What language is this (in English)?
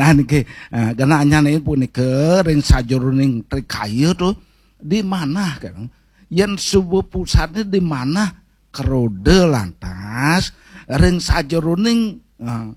Balinese